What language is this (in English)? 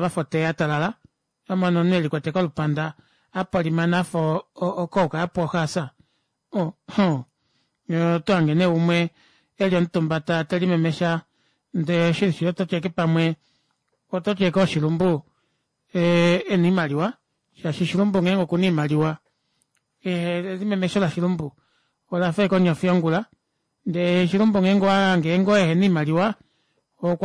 Kuanyama